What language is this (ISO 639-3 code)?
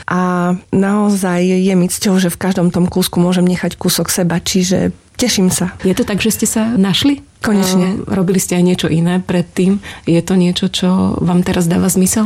slk